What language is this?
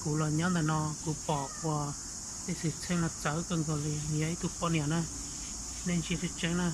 Hmong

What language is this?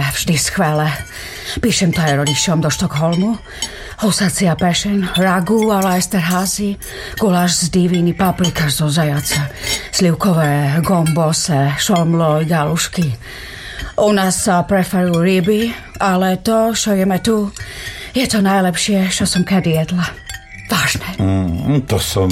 Slovak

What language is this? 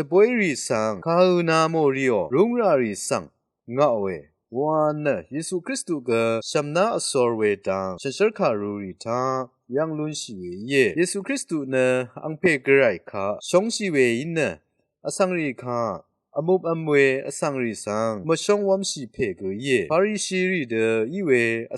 Rawang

